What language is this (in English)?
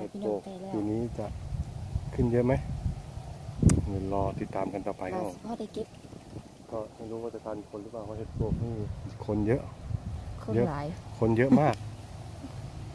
Thai